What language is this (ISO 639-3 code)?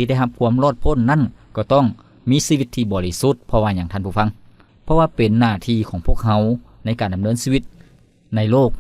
lao